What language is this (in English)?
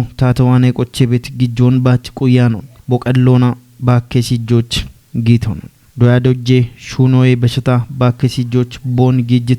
Kafa